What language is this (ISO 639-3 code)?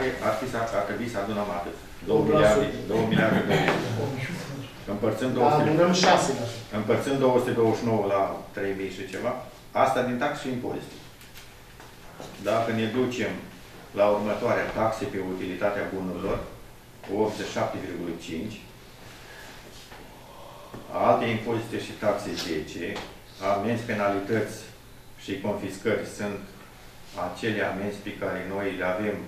ron